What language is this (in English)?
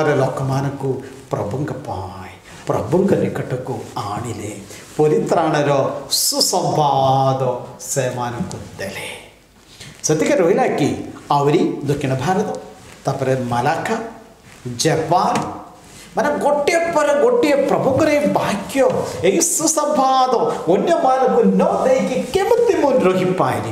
Odia